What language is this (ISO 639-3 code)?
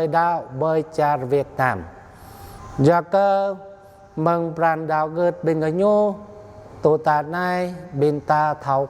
jra